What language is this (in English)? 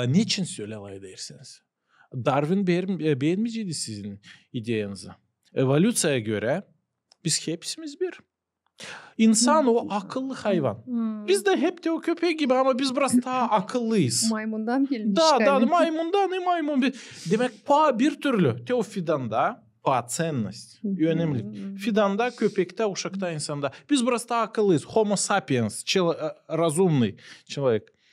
Gagauz